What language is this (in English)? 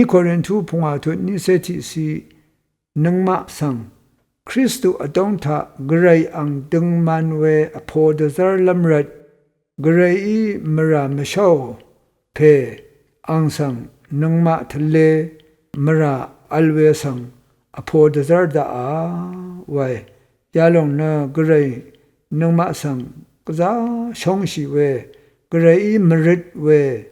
Rawang